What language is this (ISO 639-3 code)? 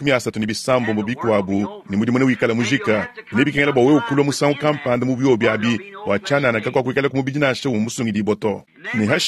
lua